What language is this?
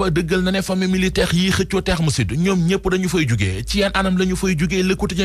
Wolof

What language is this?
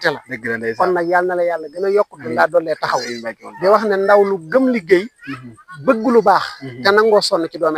Wolof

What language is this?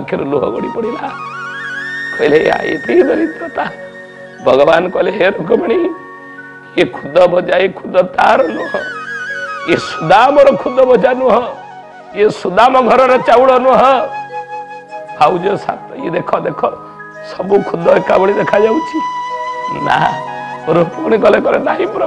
Odia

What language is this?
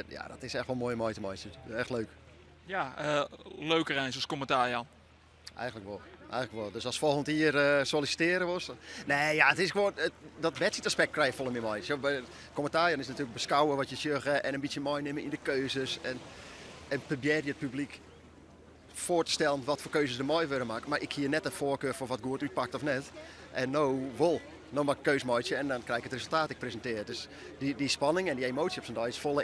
Western Frisian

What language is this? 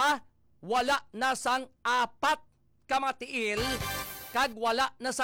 Hiligaynon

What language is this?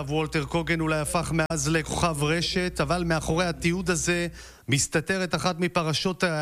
Hebrew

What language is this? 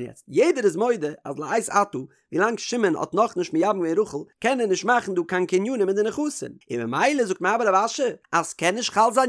Yiddish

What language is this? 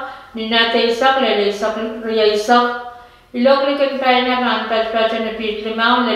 Pohnpeian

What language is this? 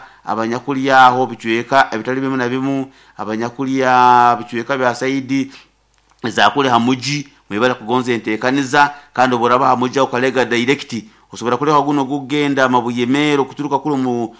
Nyoro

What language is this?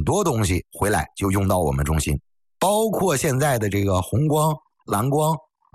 Chinese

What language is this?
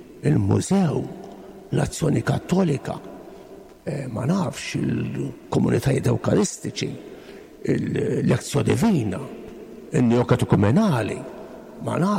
Maltese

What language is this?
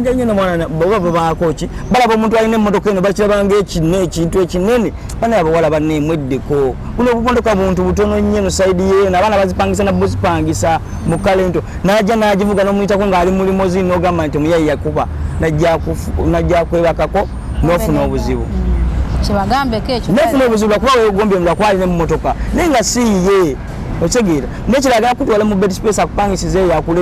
Ganda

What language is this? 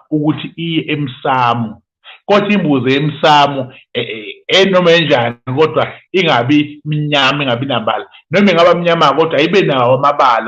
Zulu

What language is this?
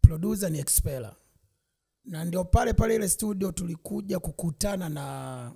Swahili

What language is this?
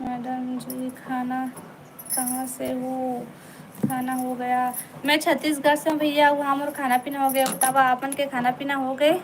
Chhattisgarhi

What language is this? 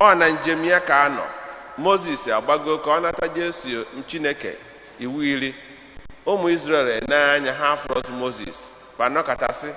Igbo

